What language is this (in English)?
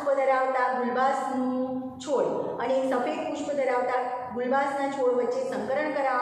Gujarati